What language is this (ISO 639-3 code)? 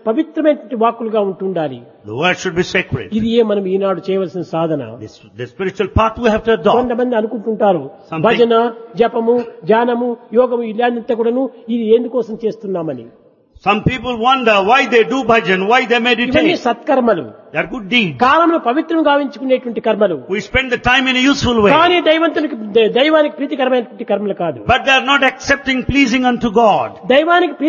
tel